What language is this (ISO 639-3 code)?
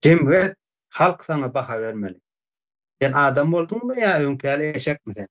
tuk